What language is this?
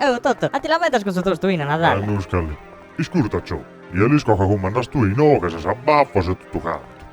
Sardinian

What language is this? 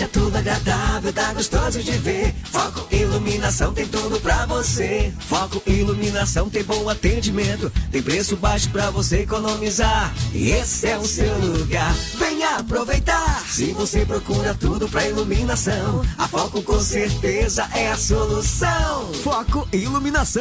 Portuguese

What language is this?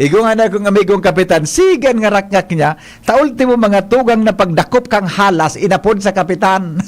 Bikol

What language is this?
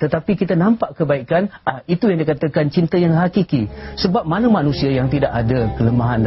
Malay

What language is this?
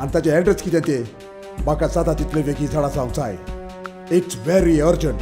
Konkani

